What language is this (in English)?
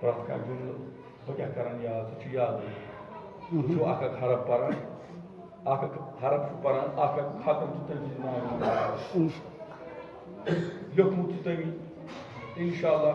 Kashmiri